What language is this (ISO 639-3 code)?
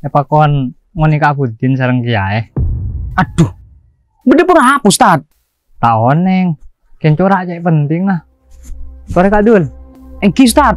mad